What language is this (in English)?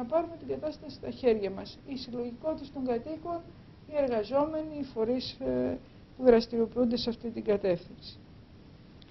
Greek